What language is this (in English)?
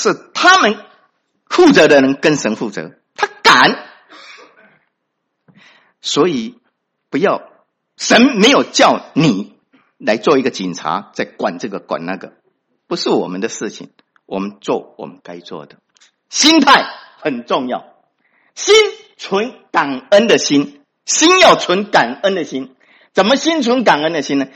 Chinese